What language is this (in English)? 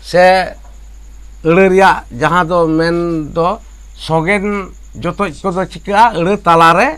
Santali